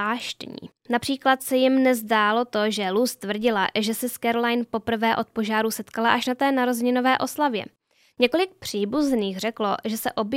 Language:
Czech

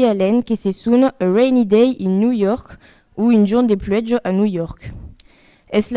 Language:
Occitan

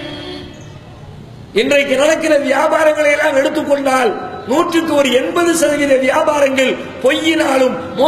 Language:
Tamil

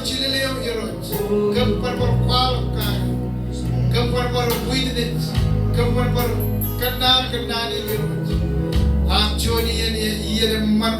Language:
Marshallese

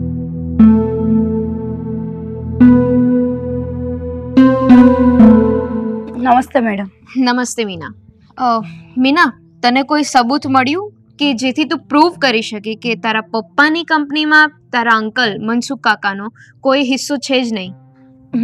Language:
Gujarati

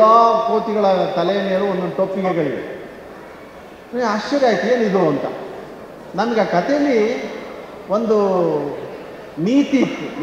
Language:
Kannada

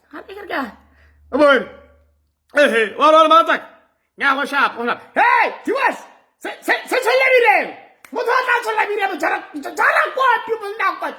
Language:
Tswana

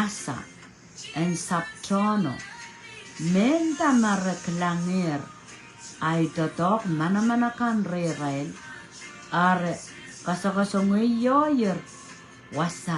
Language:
Pohnpeian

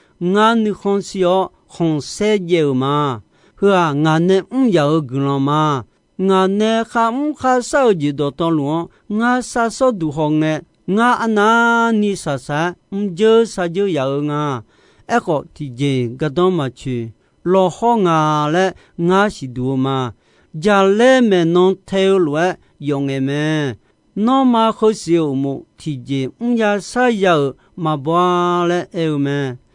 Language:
Akha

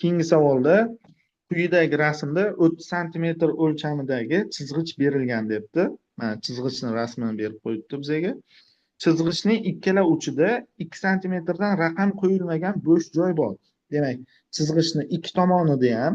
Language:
Uzbek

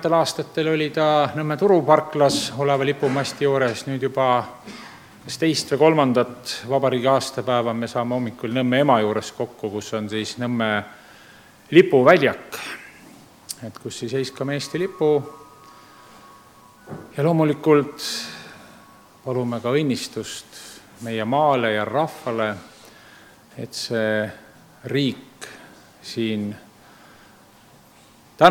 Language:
Estonian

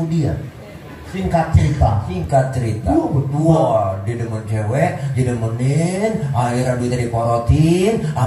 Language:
Betawi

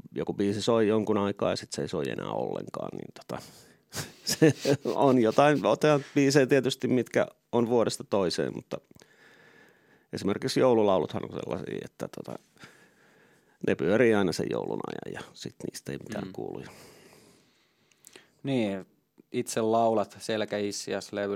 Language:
Finnish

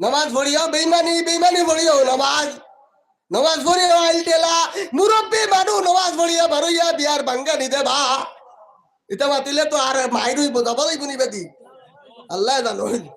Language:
Sylheti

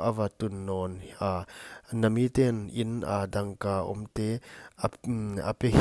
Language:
Paite Chin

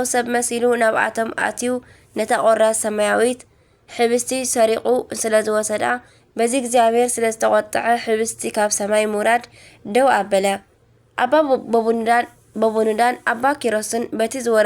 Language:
Tigrinya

